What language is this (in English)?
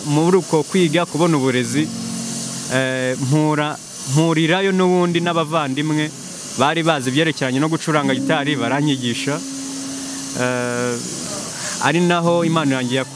Kinyarwanda